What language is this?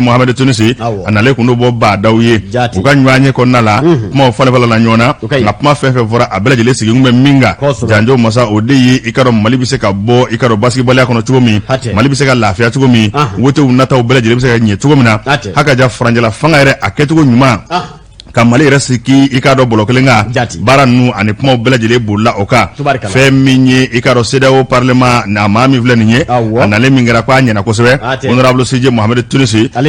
Bambara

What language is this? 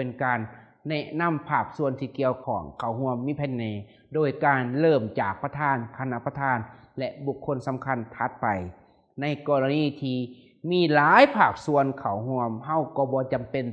Lao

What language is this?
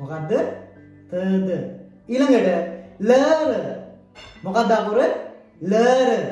Sinhala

